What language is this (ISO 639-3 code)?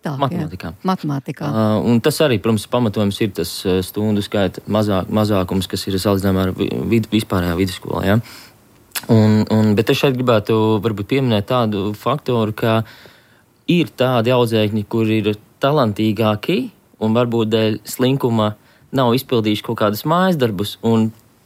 lav